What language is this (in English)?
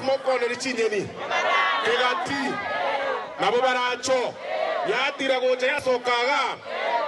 Gusii